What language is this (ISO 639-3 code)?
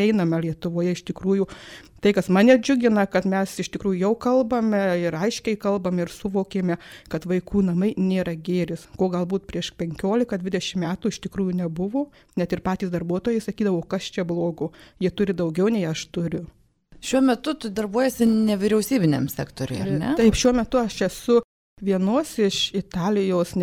lit